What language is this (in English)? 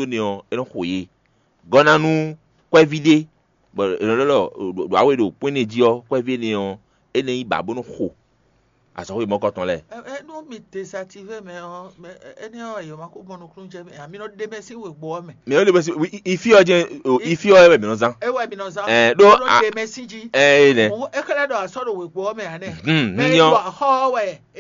Fon